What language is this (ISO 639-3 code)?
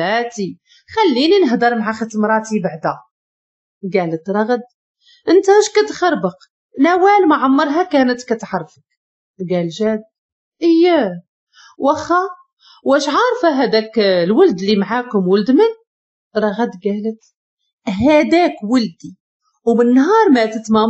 ary